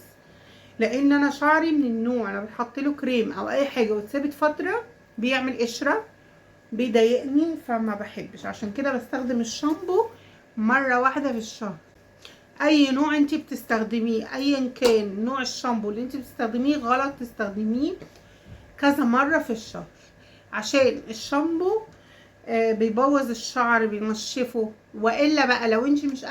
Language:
Egyptian Arabic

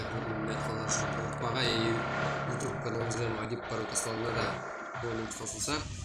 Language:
Kara-Kalpak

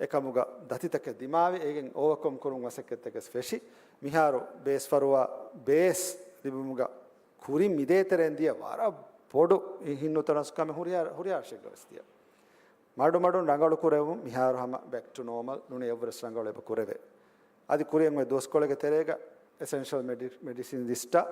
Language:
Divehi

